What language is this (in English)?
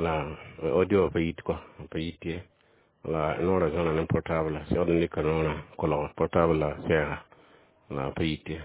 Mossi